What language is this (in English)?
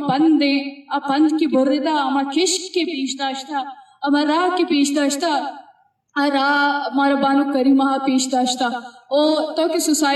Eastern Balochi